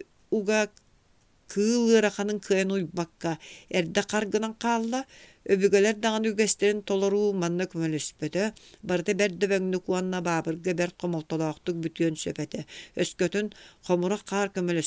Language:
Yakut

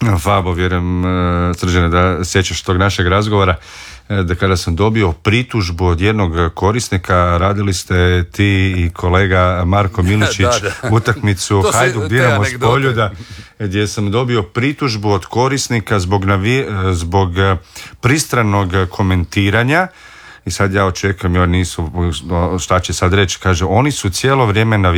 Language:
Croatian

